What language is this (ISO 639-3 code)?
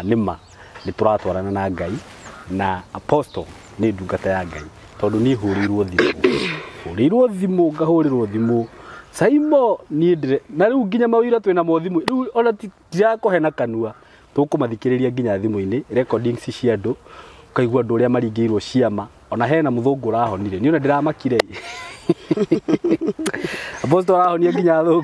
kik